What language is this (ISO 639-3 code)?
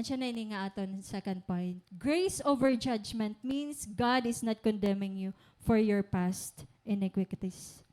war